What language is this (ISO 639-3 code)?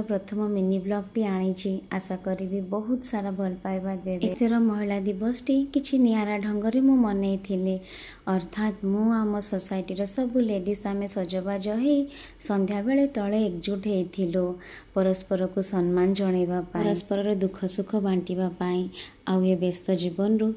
ori